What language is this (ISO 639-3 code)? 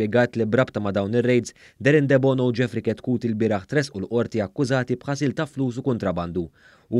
mlt